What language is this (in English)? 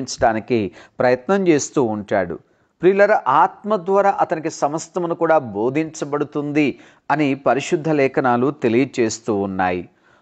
Telugu